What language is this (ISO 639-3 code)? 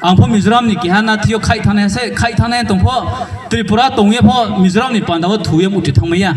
ria